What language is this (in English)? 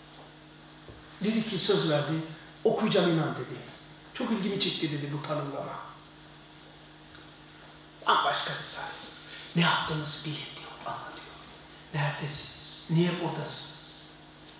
Turkish